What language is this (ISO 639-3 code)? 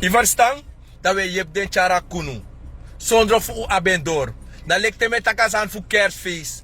srn